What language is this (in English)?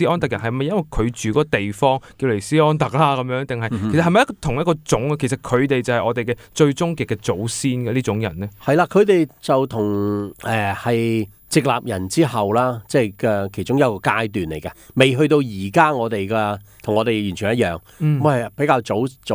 Cantonese